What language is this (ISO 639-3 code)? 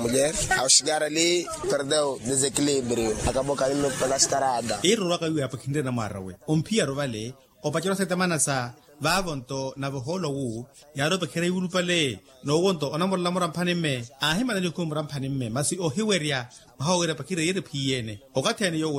vmw